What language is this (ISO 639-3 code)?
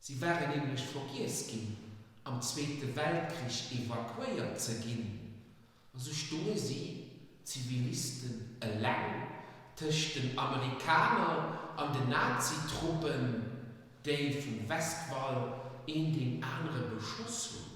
ltz